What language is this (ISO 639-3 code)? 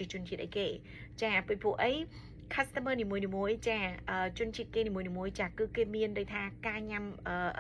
khm